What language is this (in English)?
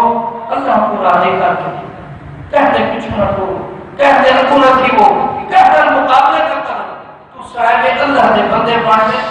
Saraiki